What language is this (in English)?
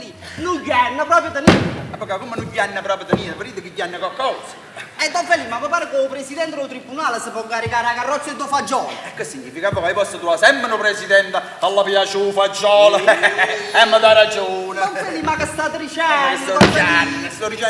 Neapolitan